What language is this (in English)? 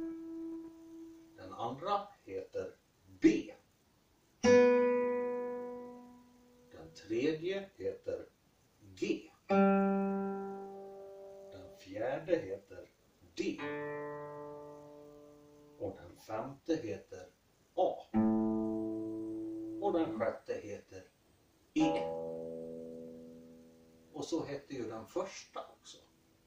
Swedish